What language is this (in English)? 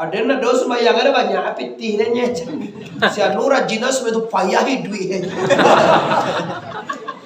Minangkabau